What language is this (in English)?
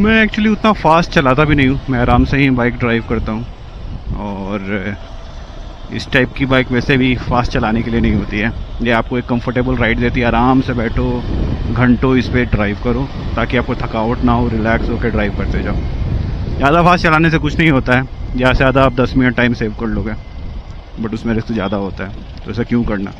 Hindi